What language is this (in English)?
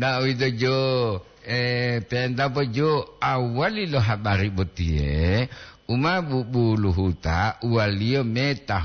Gorontalo